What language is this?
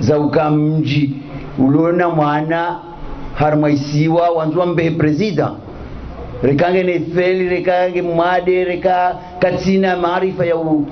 Ngazidja Comorian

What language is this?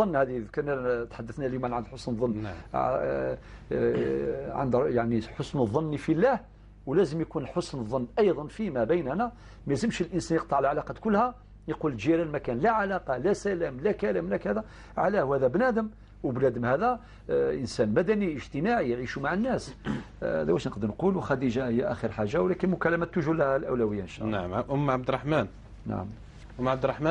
Algerian Arabic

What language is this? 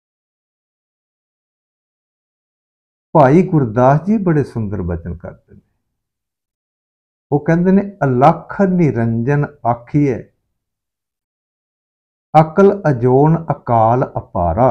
Punjabi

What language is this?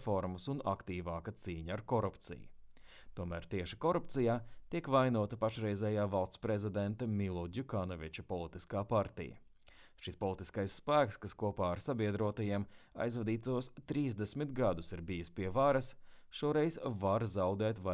Latvian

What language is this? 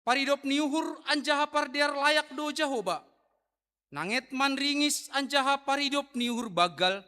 Batak Simalungun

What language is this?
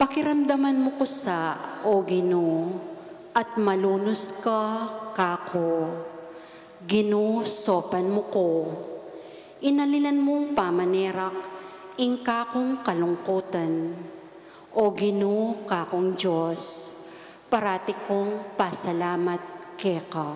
Pampanga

